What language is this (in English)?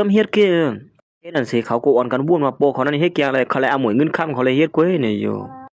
Shan